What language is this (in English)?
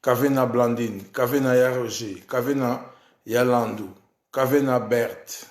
Lingala